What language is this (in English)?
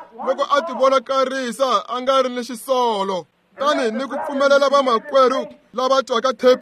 Tsonga